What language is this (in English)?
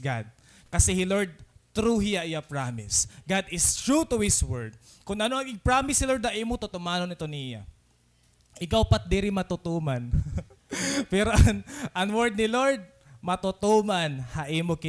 Waray